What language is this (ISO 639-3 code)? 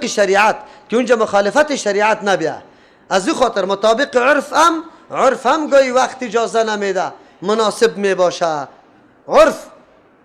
fas